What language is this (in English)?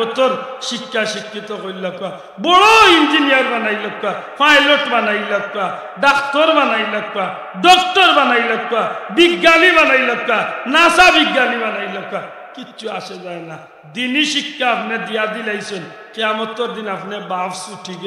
Sylheti